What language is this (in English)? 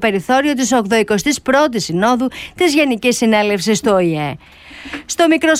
Greek